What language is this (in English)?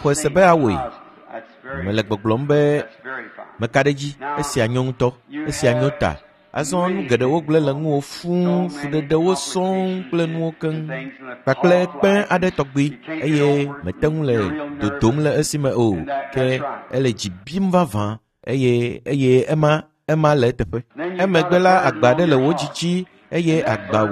Ewe